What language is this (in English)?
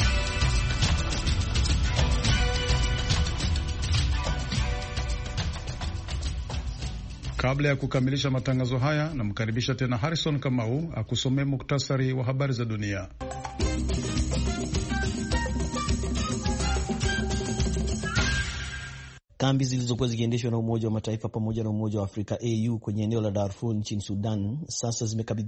Swahili